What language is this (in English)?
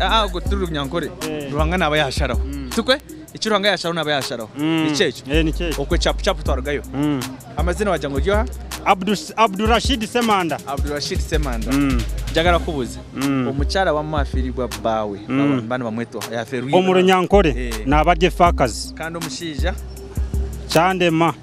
Nyankole